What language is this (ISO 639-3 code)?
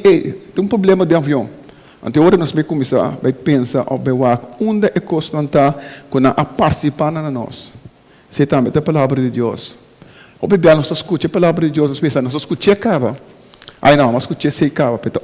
pap